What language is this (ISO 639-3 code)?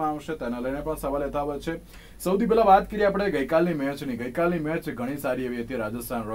guj